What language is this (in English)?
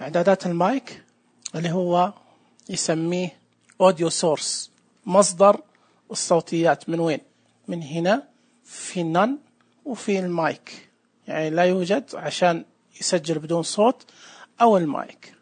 Najdi Arabic